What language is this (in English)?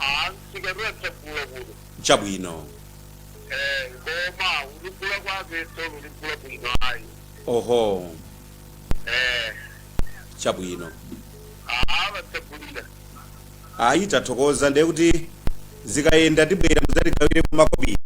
Nyanja